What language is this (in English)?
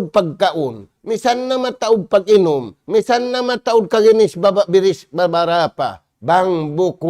Tausug